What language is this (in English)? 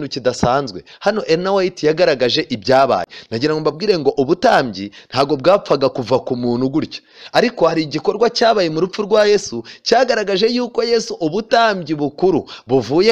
Kinyarwanda